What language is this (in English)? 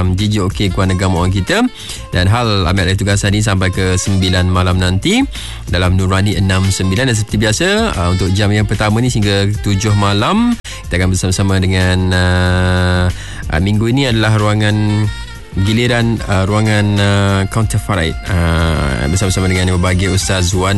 Malay